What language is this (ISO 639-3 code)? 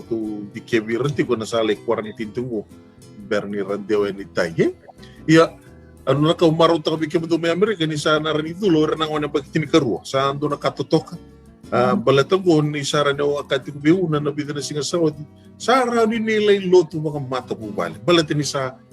fij